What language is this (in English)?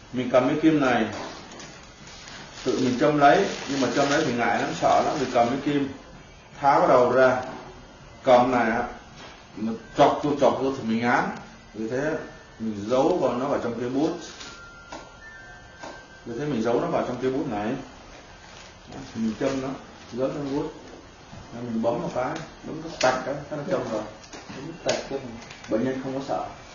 Vietnamese